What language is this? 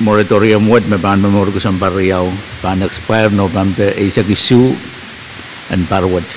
Pohnpeian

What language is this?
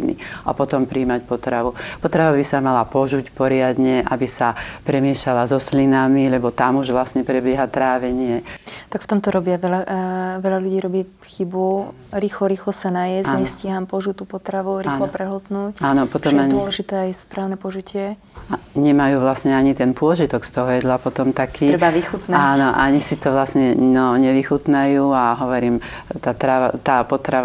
Slovak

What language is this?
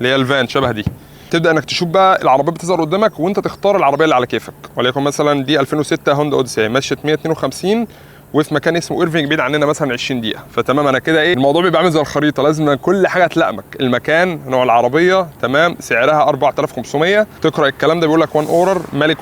Egyptian Arabic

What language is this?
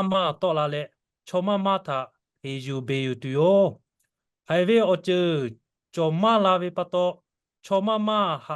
Lahu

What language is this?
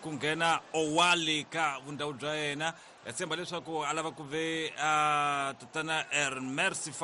Tsonga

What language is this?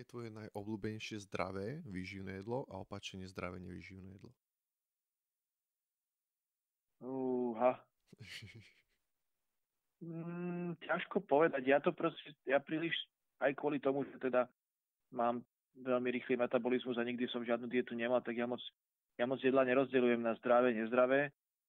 Slovak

